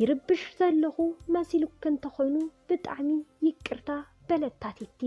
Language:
Tigrinya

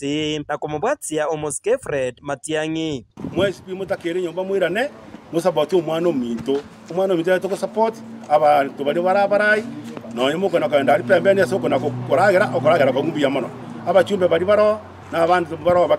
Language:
Gusii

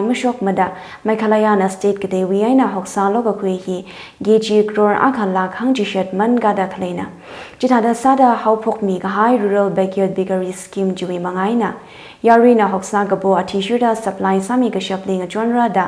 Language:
Tangkhul Naga (India)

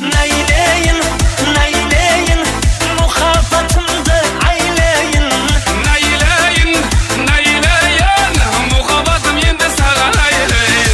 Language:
Kara-Kalpak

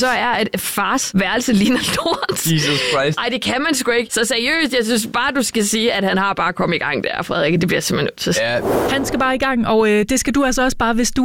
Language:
Danish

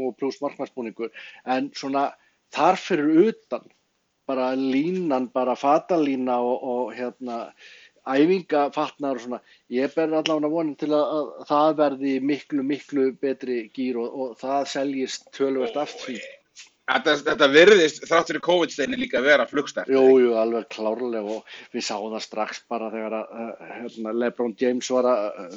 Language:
Icelandic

